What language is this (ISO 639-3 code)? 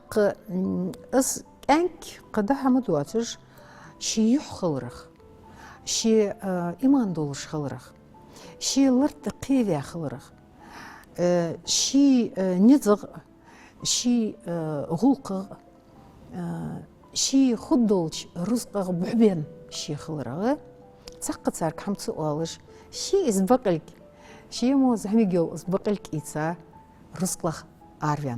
inh